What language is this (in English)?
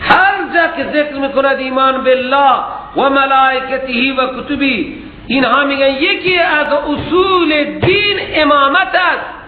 Persian